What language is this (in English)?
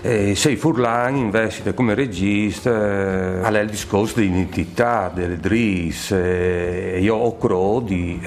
Friulian